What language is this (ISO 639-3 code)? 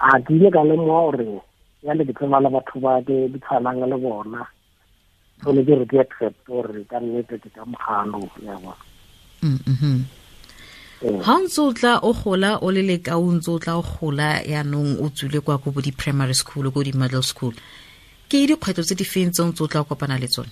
tsn